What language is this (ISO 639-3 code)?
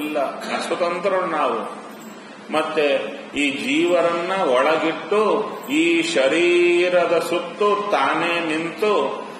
kan